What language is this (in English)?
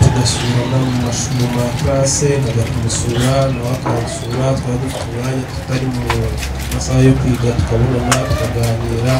Kinyarwanda